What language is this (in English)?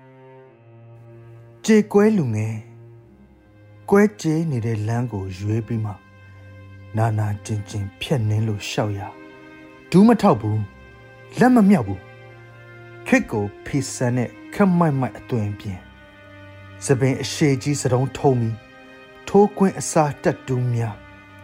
Burmese